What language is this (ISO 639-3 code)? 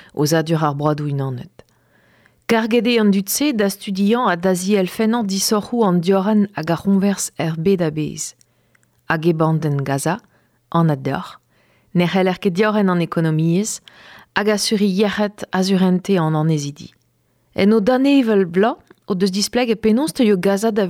bre